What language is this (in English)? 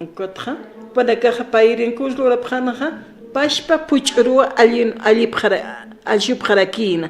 Aymara